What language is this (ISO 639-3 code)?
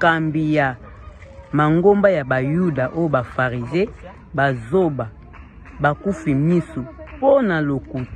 lin